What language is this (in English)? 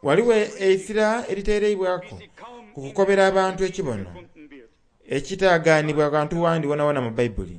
Soga